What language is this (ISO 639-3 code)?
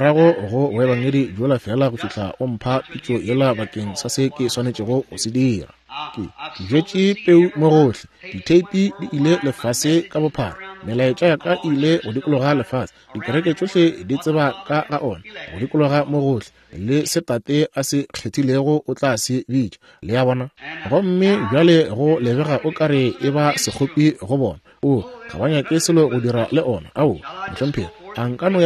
nso